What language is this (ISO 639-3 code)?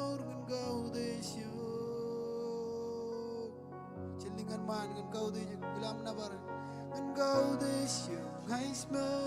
mah